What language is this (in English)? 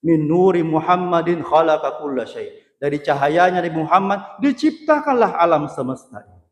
Buginese